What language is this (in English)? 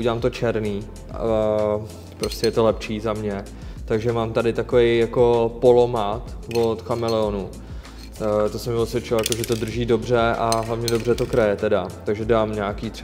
Czech